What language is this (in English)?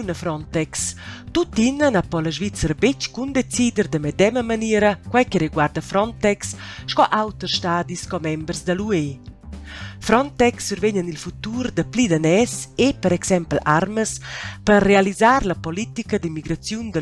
Romansh